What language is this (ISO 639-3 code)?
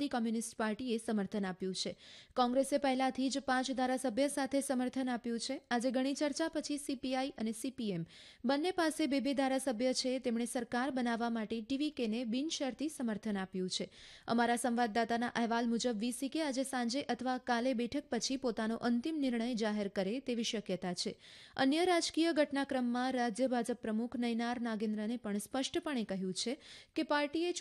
guj